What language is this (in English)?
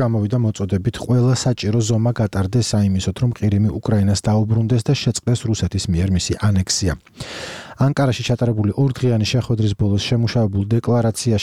Georgian